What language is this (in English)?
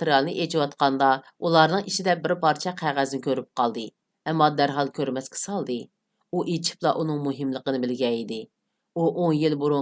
Uyghur